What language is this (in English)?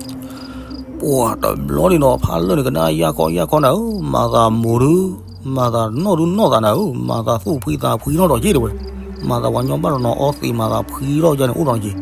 S'gaw Karen